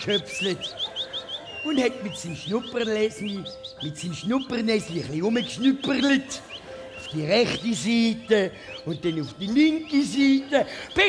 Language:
Swiss German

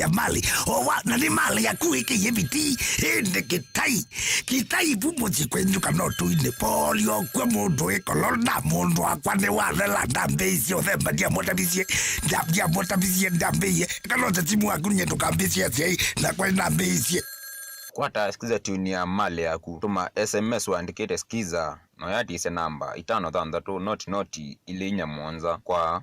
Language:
Kamba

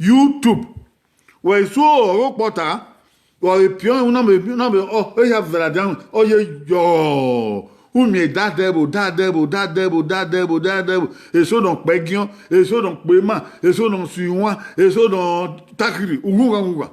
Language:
Bini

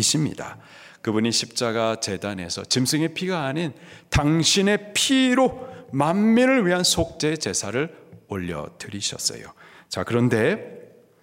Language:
Korean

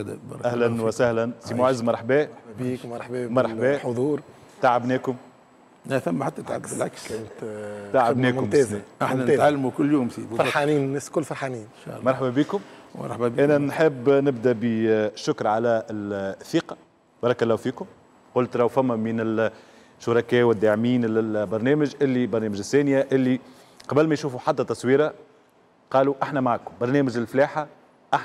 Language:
Tunisian Arabic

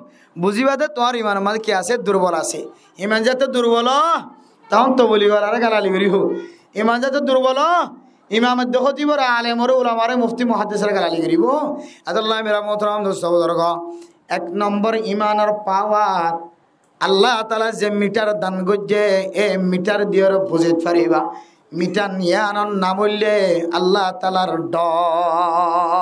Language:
Rohingya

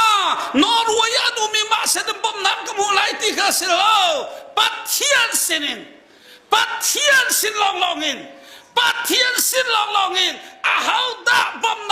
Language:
Hakha Chin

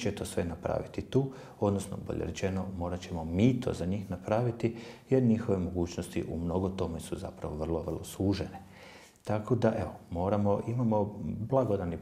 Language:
Croatian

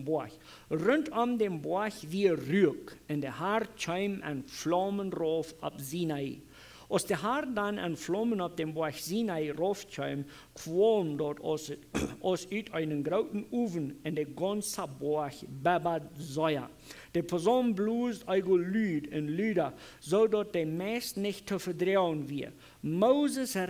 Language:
Plautdietsch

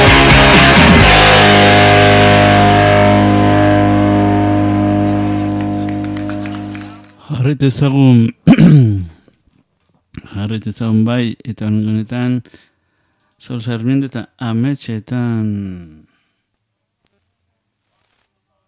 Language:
Basque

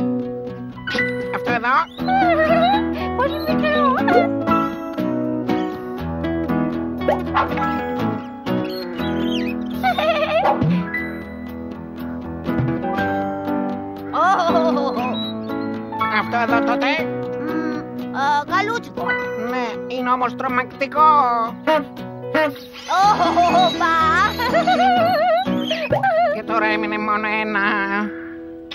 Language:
Greek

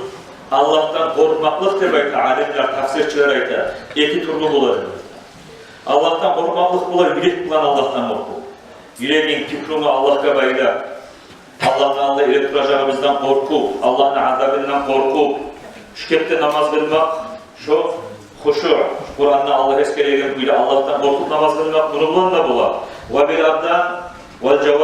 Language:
Kumyk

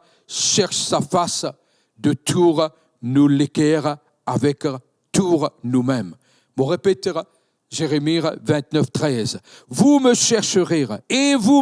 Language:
Morisyen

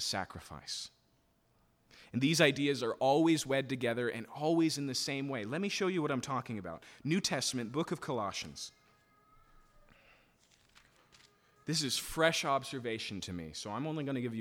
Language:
English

